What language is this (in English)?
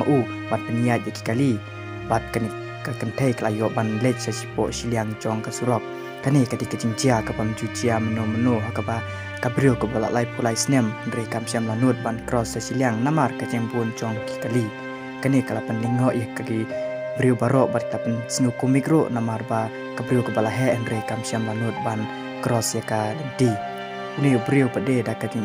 Khasi